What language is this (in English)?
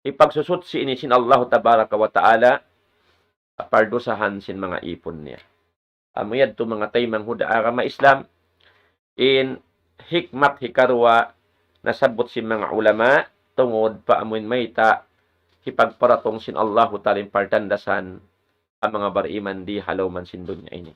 Tausug